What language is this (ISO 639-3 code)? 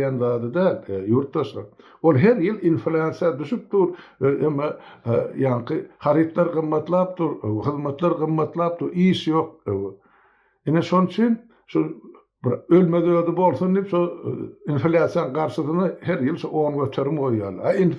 tuk